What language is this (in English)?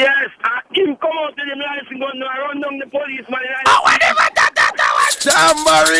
Jamaican Creole English